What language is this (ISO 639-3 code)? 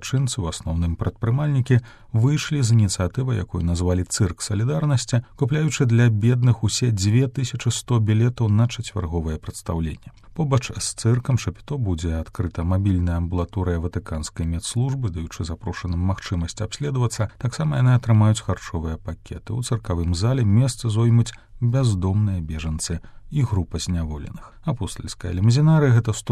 bel